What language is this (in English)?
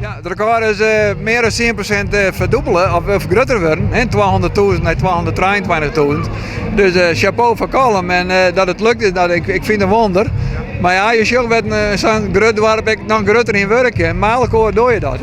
Western Frisian